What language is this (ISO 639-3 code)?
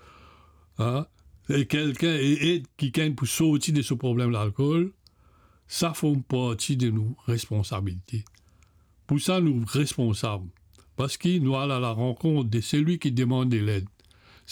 mfe